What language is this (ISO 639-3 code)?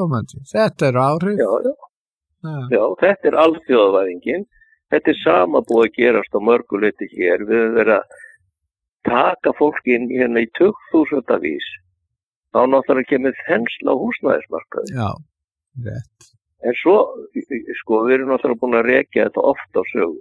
isl